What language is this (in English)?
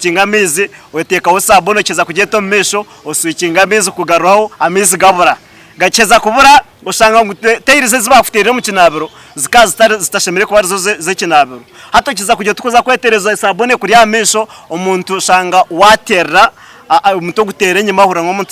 Nyankole